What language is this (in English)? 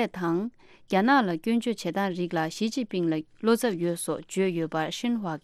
Tibetan